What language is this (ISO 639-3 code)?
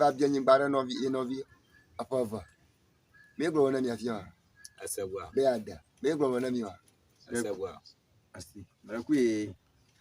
ewe